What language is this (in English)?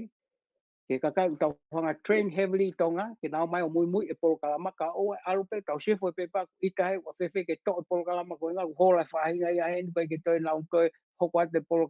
Tongan